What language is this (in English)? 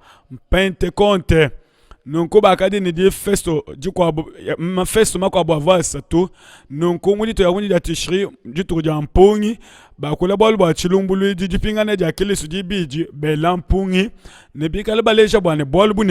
Luba-Lulua